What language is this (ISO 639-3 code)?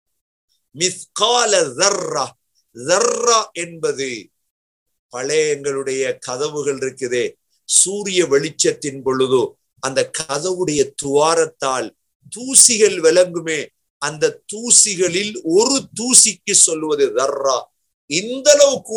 tam